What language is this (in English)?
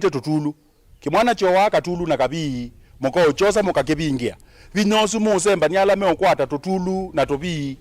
Kamba